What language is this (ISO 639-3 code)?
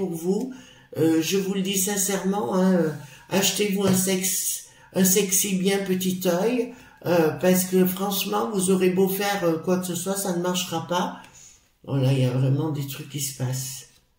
fra